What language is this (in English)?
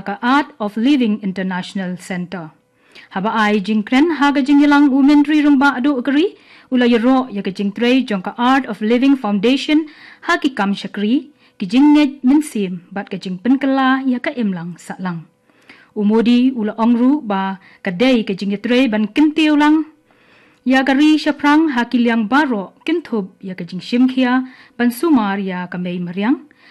Khasi